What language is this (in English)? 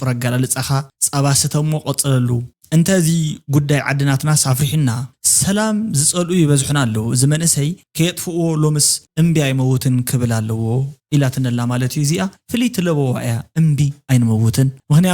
Tigrinya